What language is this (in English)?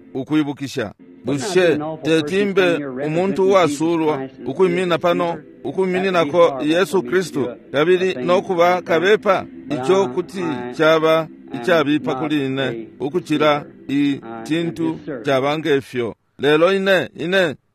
Bemba